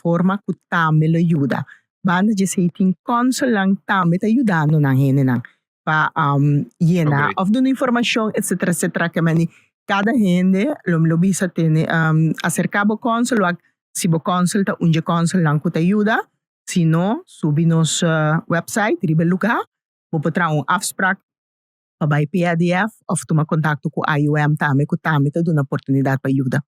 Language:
Papiamento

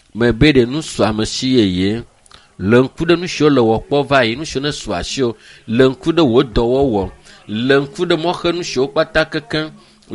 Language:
Ewe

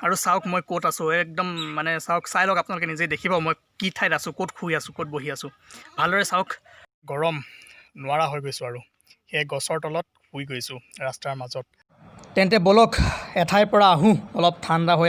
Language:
Assamese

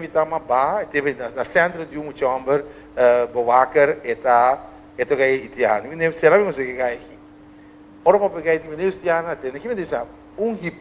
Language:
Papiamento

